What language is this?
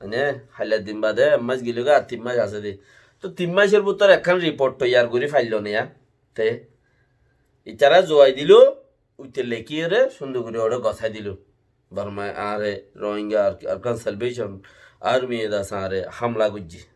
Rohingya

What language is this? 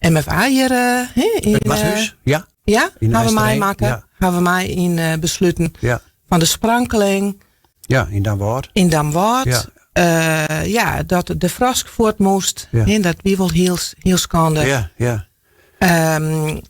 Western Frisian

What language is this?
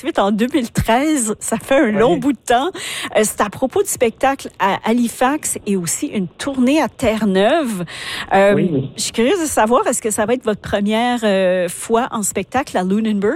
French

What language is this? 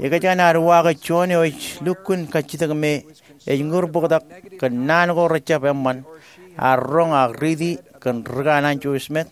Marshallese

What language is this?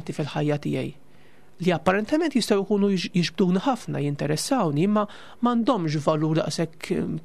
Maltese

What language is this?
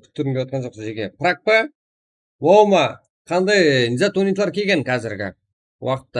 Kara-Kalpak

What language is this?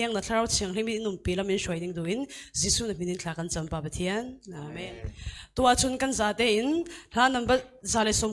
Falam Chin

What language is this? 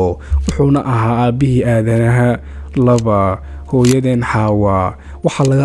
Somali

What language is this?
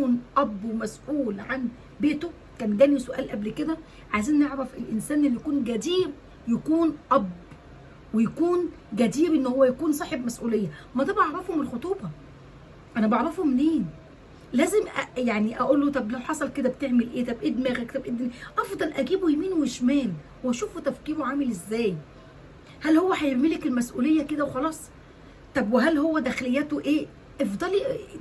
Egyptian Arabic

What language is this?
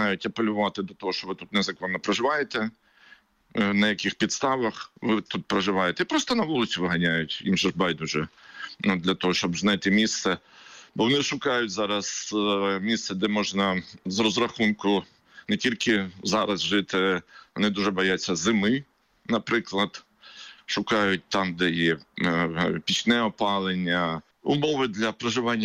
Ukrainian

